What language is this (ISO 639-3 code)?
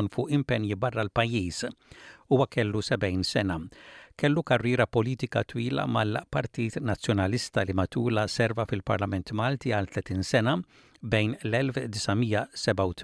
mlt